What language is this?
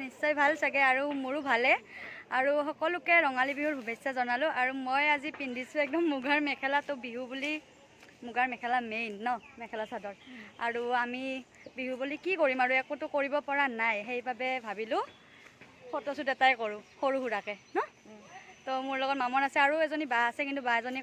Assamese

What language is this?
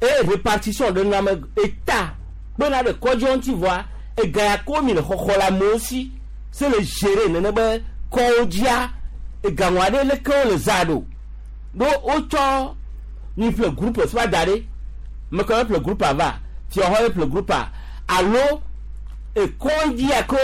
Gen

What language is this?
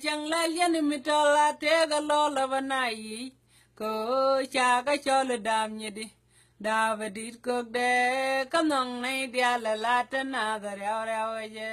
Nuer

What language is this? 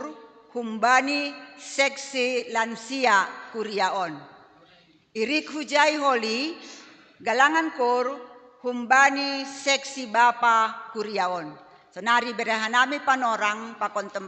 Batak Simalungun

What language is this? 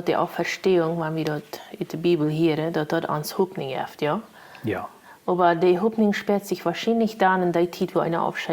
Plautdietsch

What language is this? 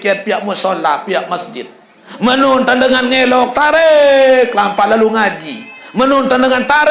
Sasak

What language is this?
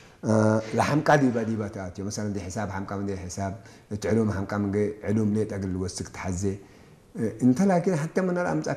Tigre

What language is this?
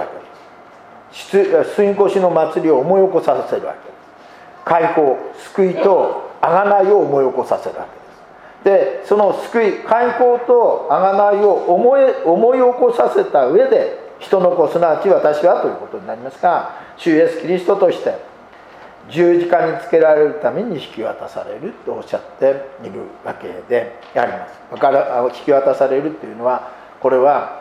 Japanese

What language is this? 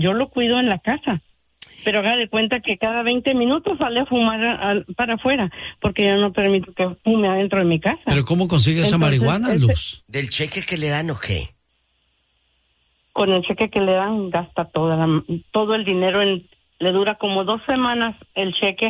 Spanish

